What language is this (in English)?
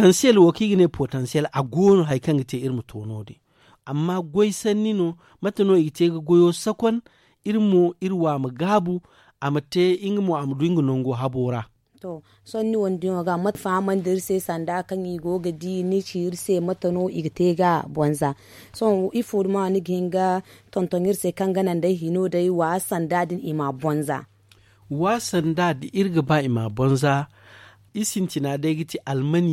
Zarma